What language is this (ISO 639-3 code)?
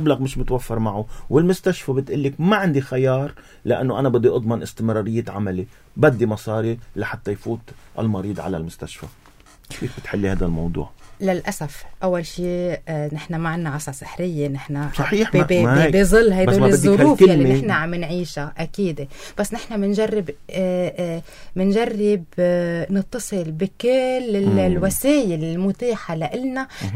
apc